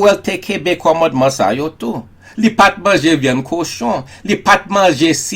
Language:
Haitian Creole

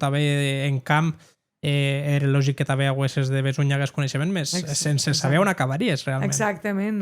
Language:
Occitan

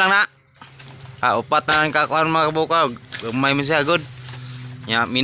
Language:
Cebuano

